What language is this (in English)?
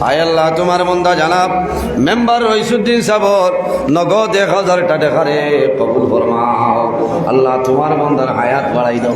Sylheti